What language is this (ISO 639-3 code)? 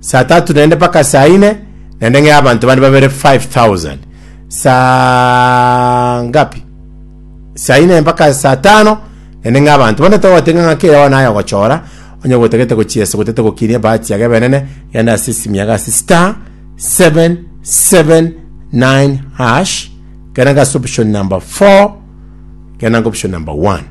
guz